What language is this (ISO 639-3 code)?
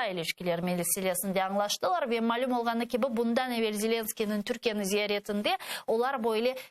crh